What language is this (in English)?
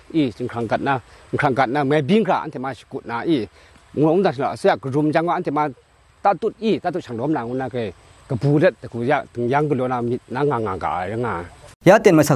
Kachin